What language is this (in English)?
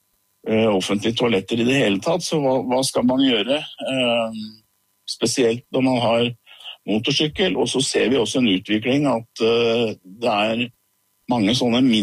Norwegian